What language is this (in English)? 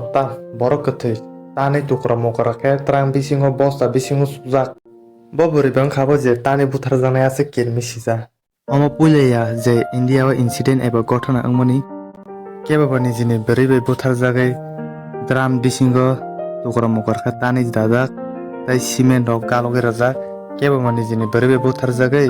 Kok Borok